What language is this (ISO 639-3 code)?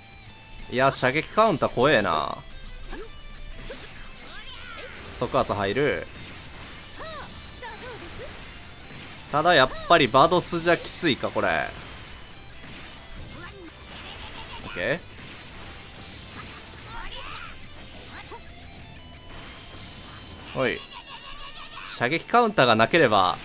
jpn